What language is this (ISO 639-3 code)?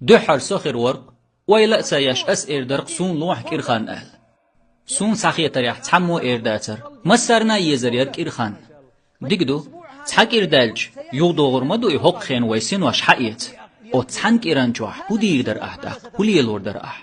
che